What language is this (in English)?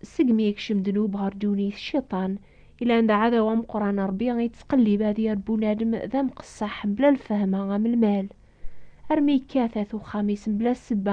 Kabyle